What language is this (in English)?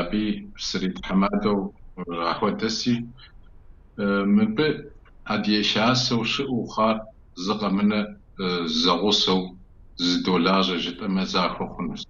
Kabardian